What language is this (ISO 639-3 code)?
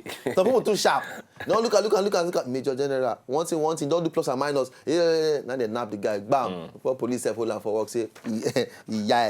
pcm